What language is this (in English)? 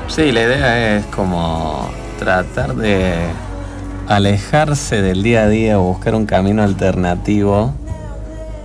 Spanish